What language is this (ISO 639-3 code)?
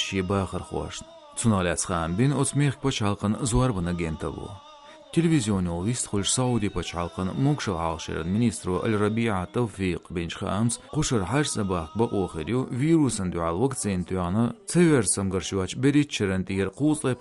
che